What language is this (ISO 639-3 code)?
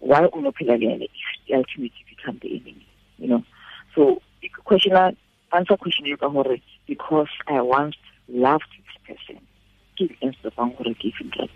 tsn